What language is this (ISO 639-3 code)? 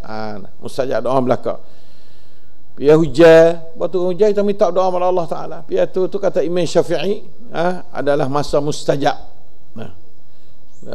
msa